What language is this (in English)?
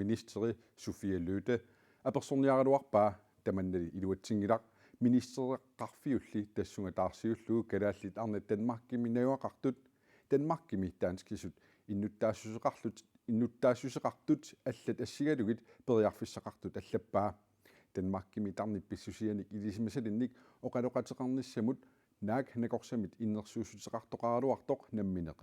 Kalaallisut